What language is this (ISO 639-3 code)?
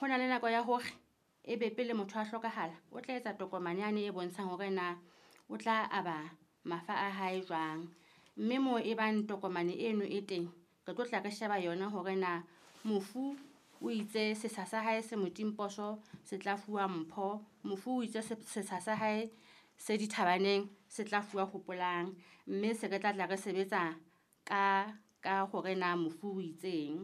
sot